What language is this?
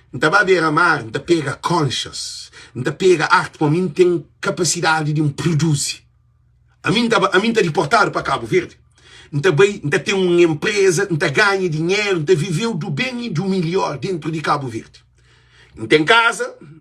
Kabuverdianu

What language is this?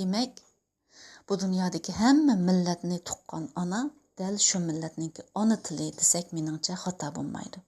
Uyghur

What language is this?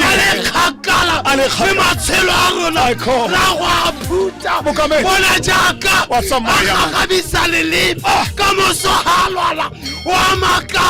Tswana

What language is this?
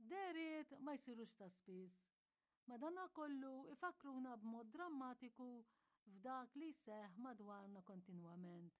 Maltese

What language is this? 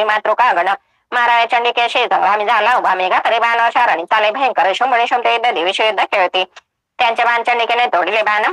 Marathi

